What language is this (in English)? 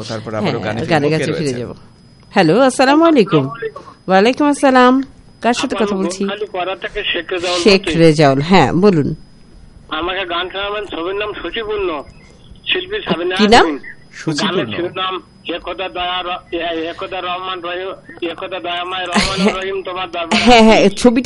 Bangla